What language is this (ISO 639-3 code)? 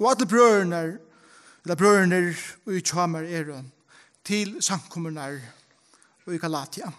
fao